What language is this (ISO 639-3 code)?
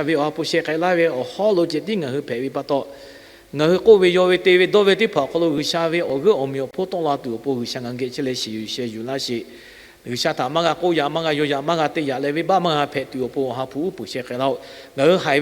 lhu